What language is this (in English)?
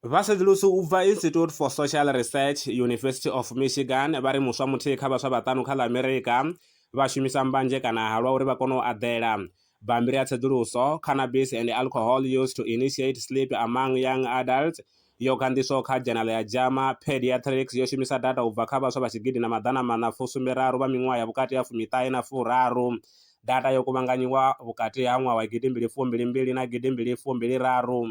Venda